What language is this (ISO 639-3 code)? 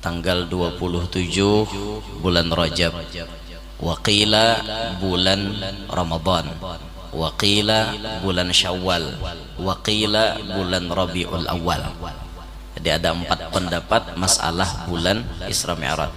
bjn